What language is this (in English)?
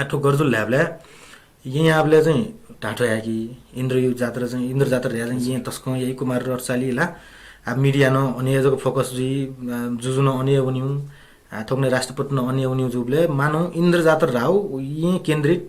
Newari